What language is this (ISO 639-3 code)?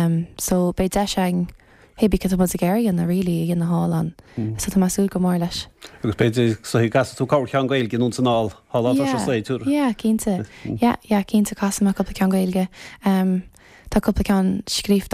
gle